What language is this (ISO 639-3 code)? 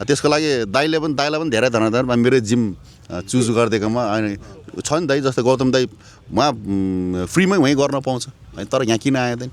nep